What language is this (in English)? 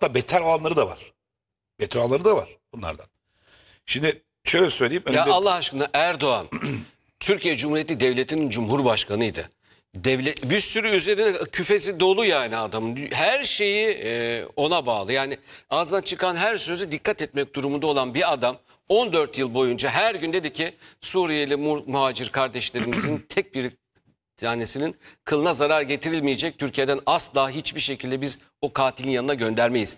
Turkish